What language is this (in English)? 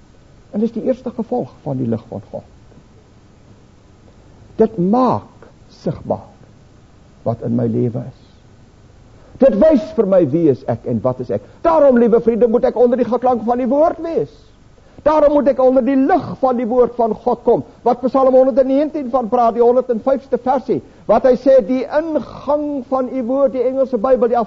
Afrikaans